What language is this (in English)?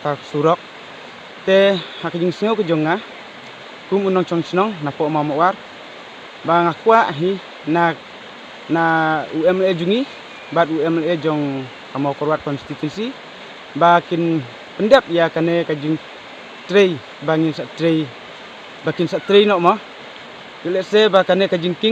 Khasi